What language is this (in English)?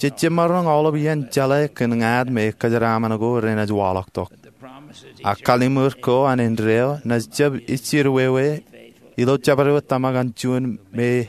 Marshallese